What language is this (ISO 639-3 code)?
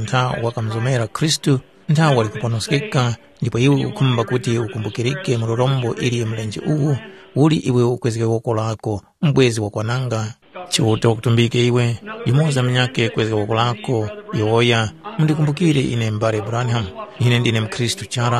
tum